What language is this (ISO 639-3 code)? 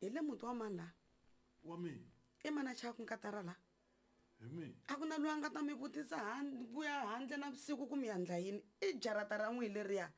tso